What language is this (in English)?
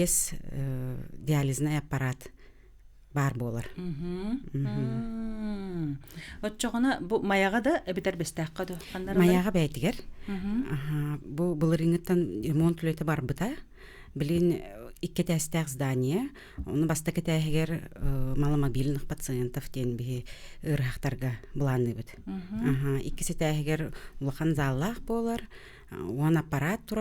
Yakut